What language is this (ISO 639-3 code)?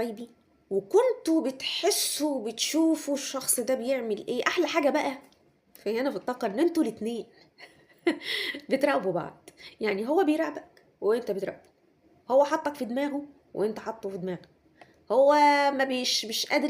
arz